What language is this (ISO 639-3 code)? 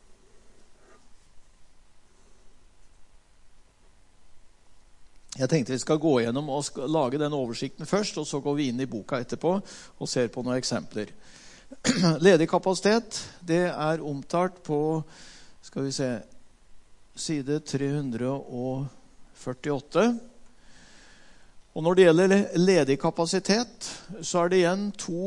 nor